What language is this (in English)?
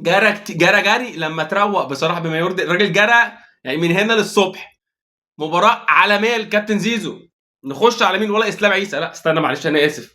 Egyptian Arabic